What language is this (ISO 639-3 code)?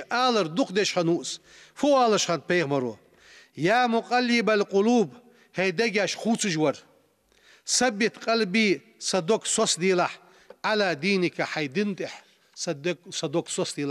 inh